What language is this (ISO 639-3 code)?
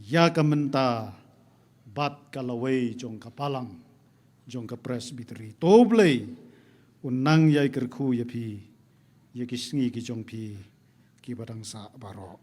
kha